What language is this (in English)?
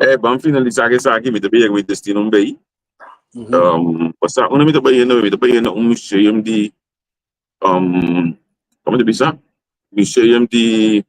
Papiamento